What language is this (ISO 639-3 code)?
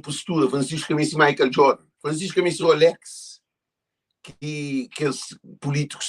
kea